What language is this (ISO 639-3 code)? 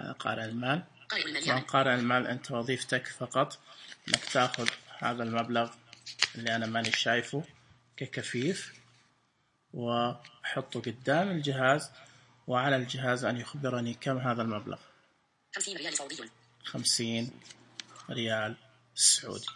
ars